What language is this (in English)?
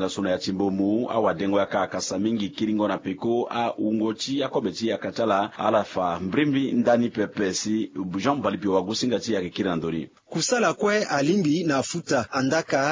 Sango